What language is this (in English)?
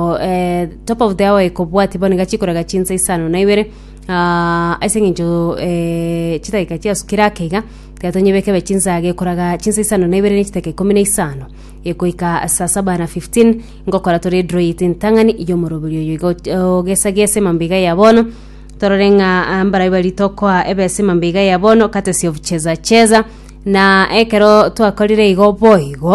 Gusii